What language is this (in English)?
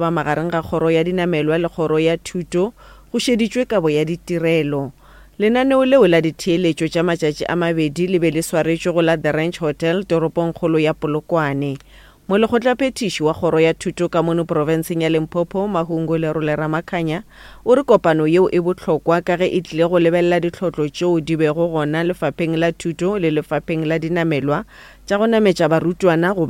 Northern Sotho